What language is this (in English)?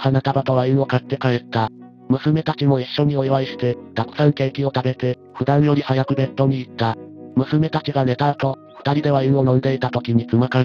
Japanese